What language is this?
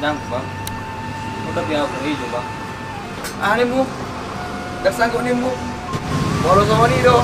Batak Toba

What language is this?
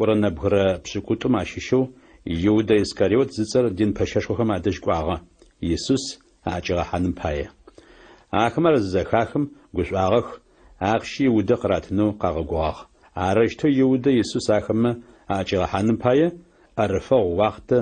Adyghe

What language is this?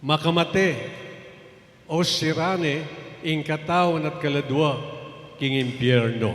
Pampanga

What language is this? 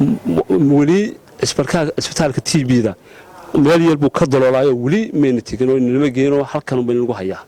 Somali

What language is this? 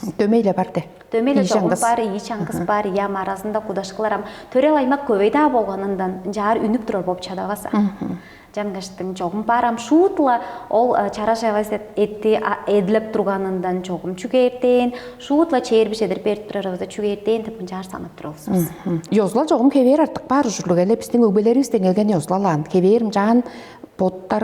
Tuvinian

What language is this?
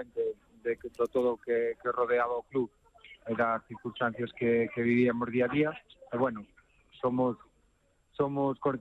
Galician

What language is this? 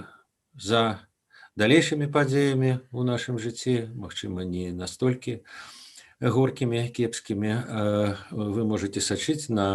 Belarusian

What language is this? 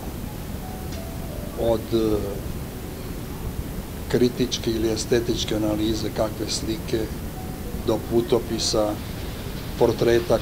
Serbian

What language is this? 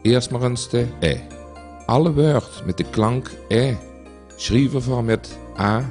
Limburgish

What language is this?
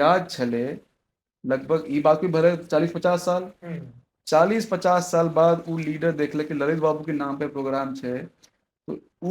Maithili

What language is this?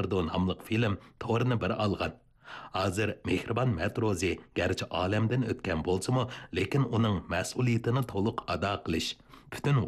Uyghur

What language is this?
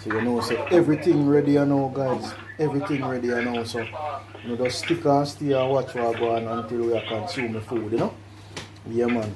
Jamaican Creole English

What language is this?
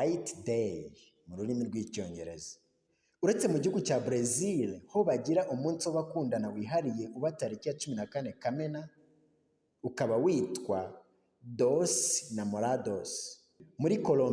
Kinyarwanda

